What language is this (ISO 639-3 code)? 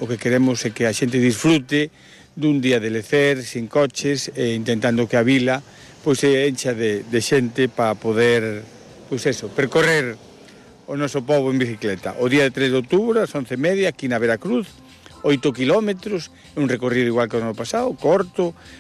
glg